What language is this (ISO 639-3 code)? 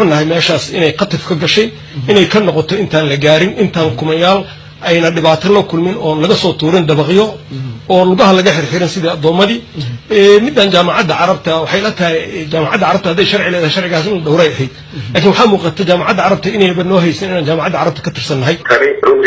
som